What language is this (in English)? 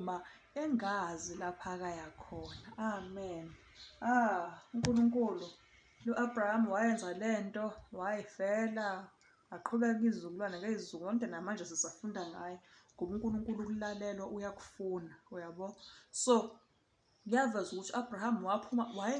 Zulu